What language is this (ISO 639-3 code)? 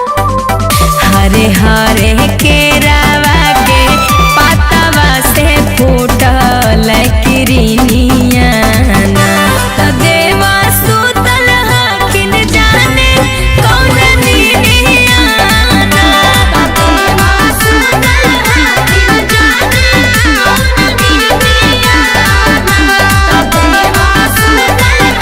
mag